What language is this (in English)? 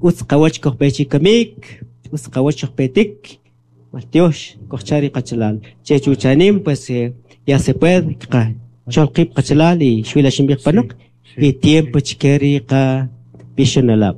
Kaqchikel